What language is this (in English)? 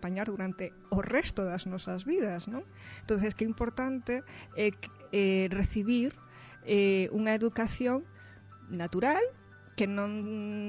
Galician